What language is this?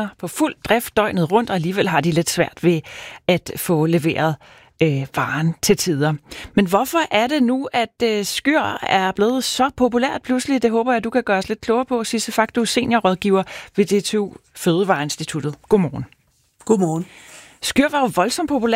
Danish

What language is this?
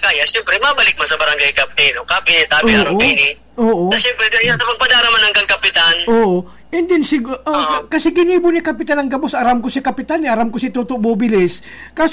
Bikol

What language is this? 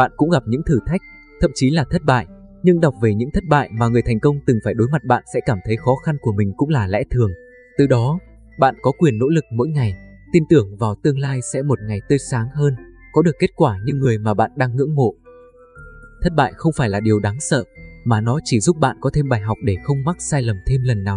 Vietnamese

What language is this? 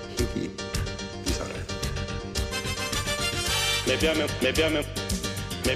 Estonian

